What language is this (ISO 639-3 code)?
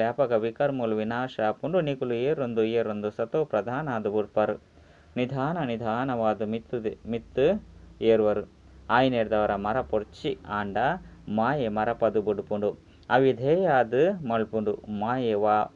tcy